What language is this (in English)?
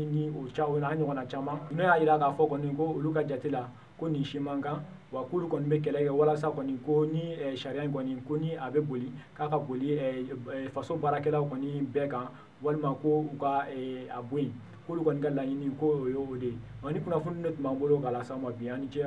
Bambara